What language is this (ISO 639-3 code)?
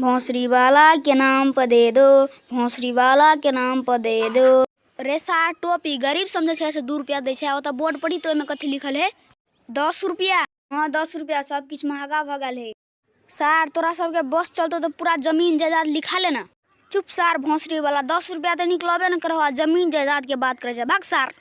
mai